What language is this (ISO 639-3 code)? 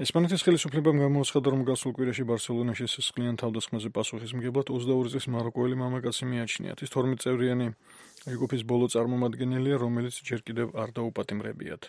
kat